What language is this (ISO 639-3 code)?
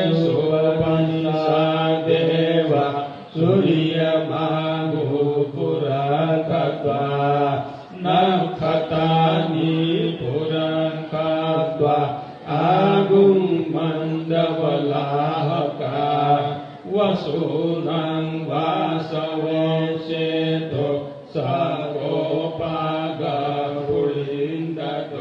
pli